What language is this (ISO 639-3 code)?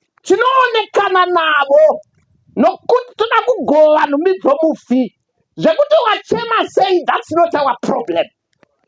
sna